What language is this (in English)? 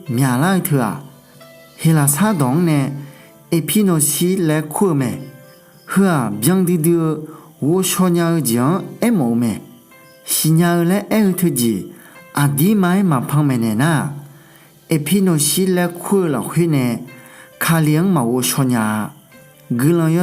Akha